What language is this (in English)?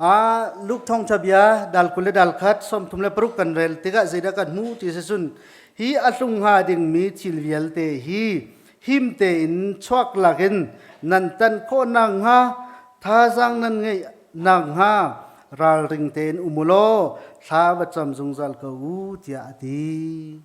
Hakha Chin